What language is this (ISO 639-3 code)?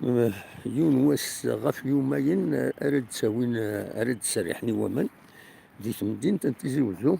kab